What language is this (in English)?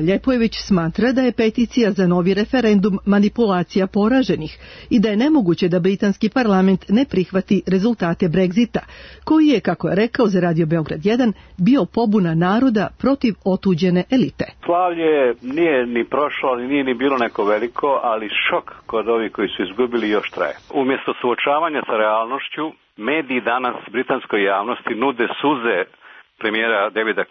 Serbian